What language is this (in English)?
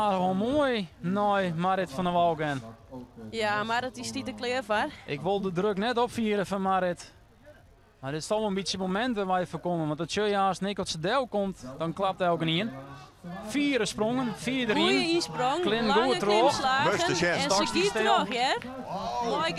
Western Frisian